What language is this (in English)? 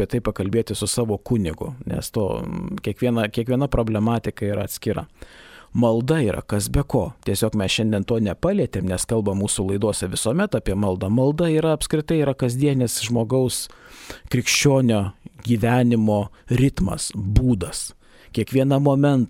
Lithuanian